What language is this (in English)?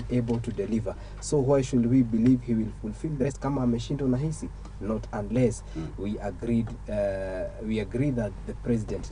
Kikuyu